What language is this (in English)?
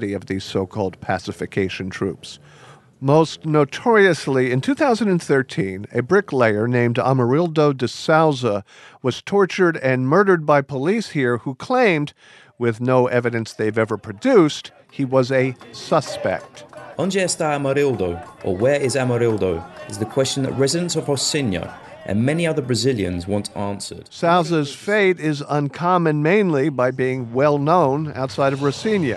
English